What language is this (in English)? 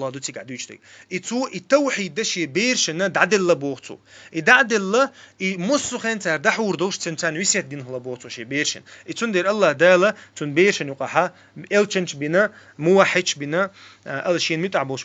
Chechen